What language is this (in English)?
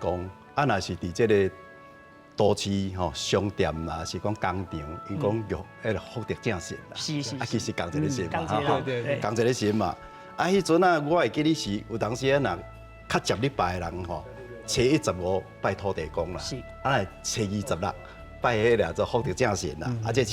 Min Nan Chinese